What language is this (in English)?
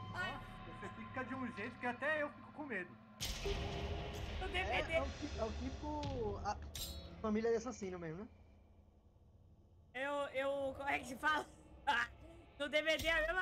Portuguese